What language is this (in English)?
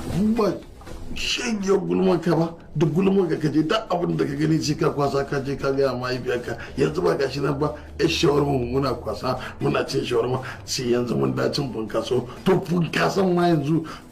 Hausa